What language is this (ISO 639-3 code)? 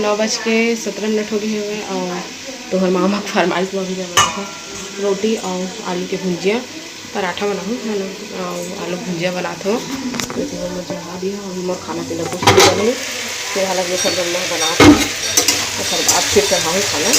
hne